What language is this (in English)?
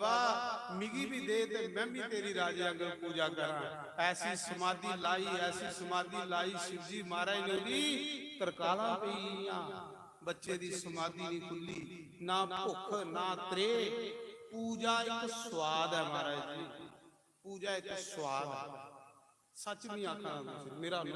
Dogri